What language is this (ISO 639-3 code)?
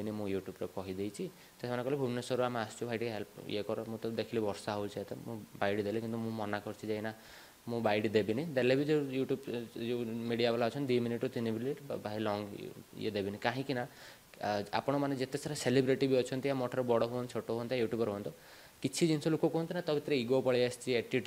ori